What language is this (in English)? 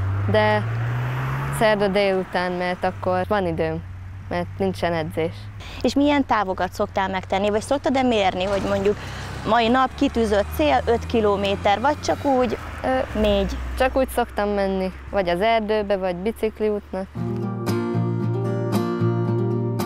Hungarian